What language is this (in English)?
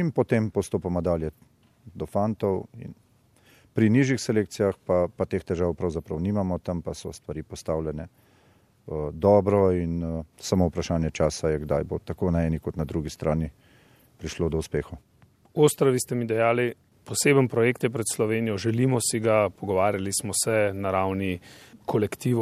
Slovenian